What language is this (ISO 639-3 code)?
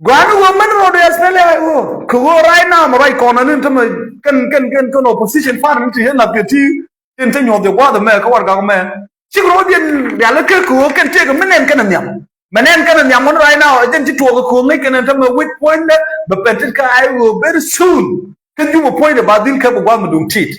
nus